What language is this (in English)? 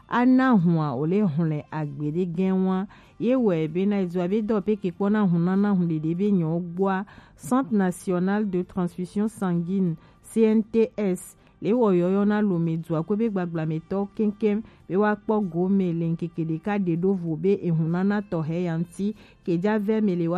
Gen